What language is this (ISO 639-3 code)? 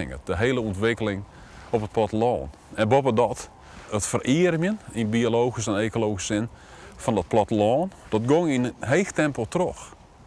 fry